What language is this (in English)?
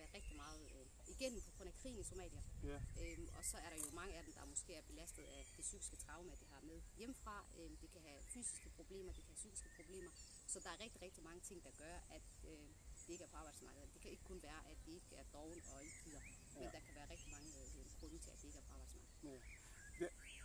Danish